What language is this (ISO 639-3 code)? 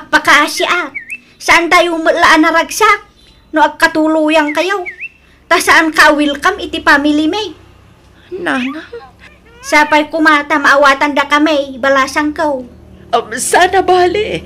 ilo